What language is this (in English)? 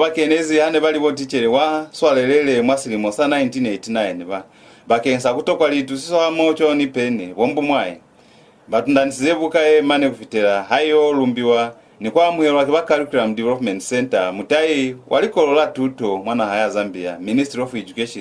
Lozi